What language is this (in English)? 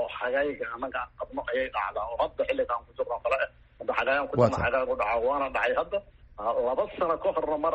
Somali